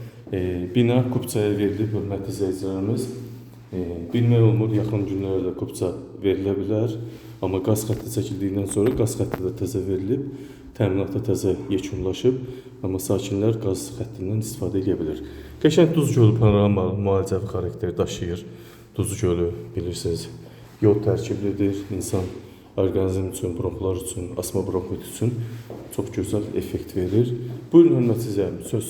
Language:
Azerbaijani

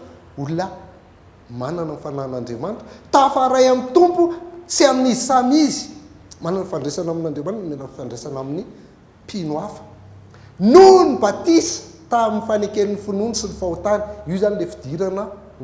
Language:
Malagasy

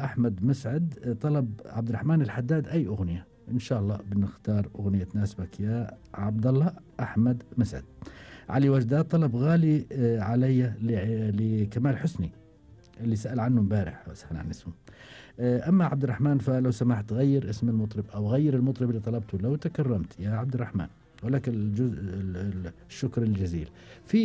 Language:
Gulf Arabic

